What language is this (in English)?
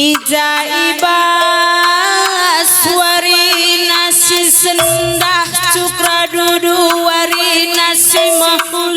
Batak Karo